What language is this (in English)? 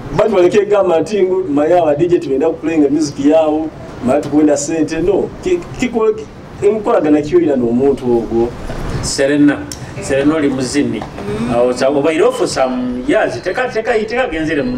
Nyoro